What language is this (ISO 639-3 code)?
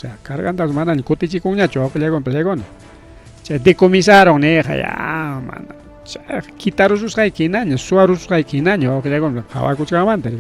quy